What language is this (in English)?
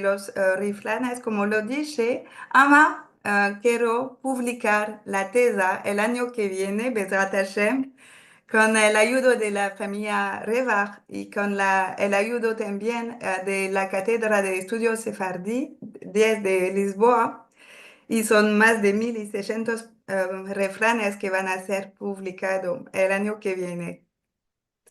Ladino